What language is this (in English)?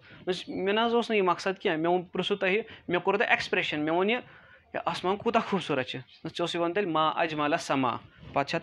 Kashmiri